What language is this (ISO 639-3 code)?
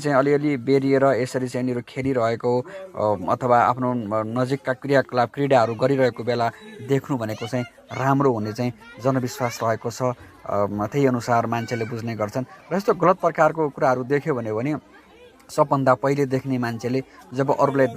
nep